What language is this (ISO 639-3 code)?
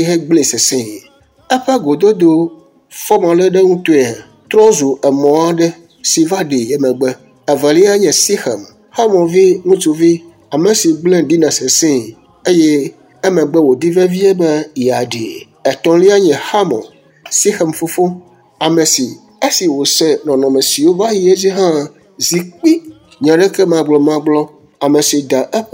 ewe